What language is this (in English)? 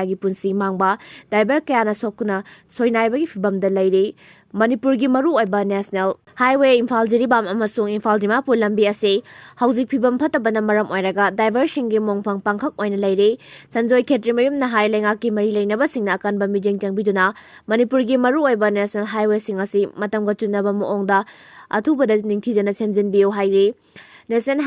Manipuri